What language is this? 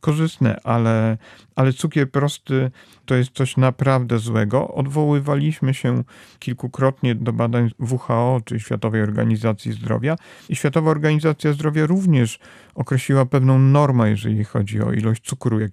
Polish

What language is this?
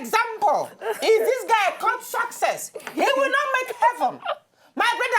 Nigerian Pidgin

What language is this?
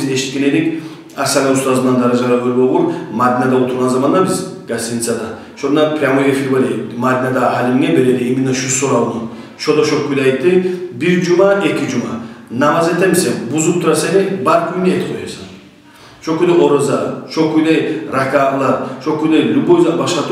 Kumyk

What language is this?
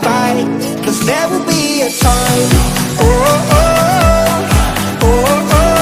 Karbi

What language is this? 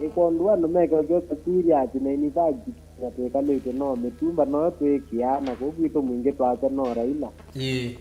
Kamba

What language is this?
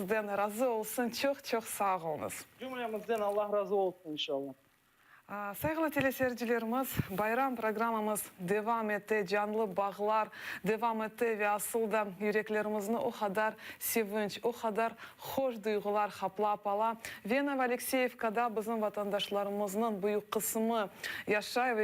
Crimean Tatar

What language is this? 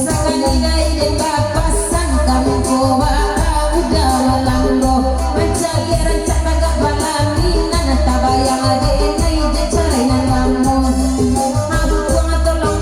Minangkabau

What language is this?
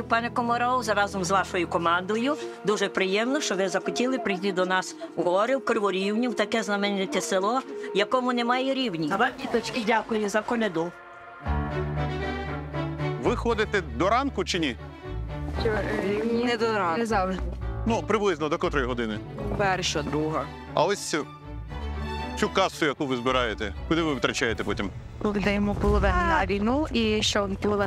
Ukrainian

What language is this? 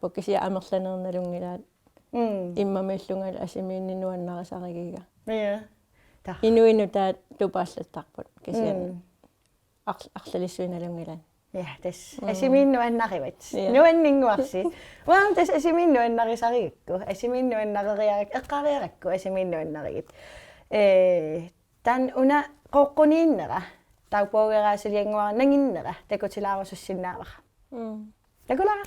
Kalaallisut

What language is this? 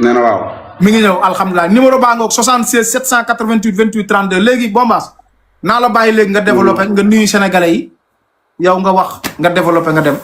Wolof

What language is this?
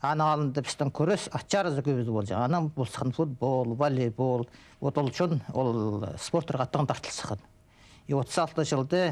Khakas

